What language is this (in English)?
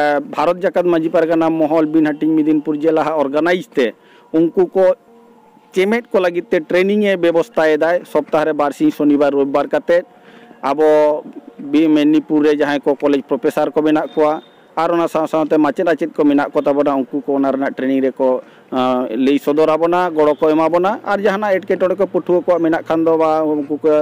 Santali